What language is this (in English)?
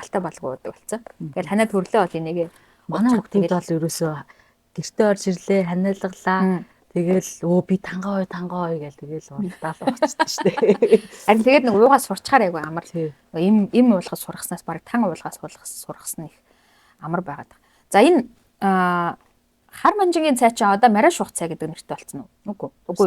Mongolian